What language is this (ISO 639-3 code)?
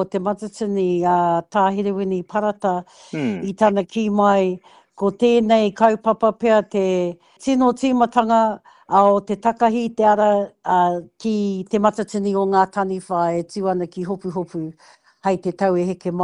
mri